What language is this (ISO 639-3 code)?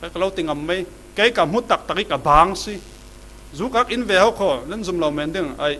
cfm